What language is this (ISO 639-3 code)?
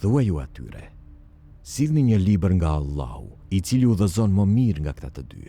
sqi